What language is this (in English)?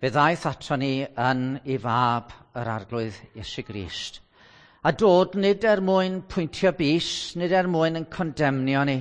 Welsh